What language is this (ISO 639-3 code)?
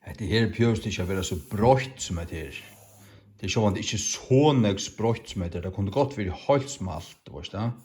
fao